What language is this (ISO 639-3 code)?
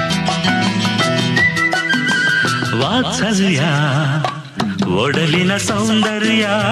kan